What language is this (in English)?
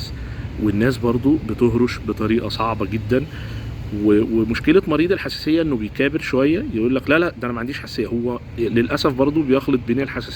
Egyptian Arabic